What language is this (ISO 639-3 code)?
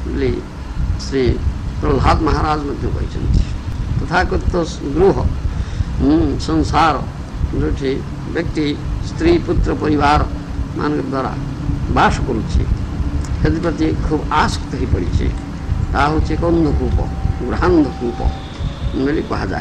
ori